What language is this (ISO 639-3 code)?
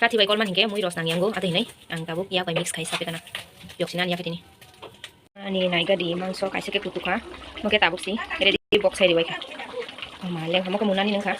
trp